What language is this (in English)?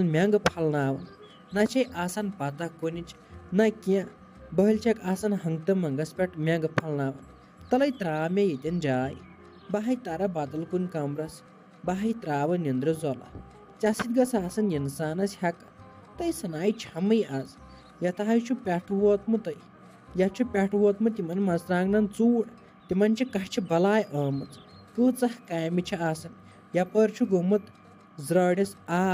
Kashmiri